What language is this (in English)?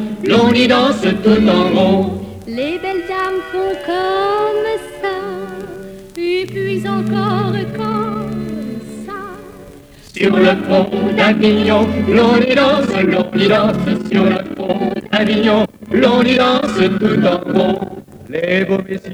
French